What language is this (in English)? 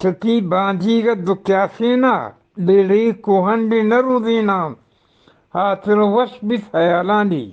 Eastern Balochi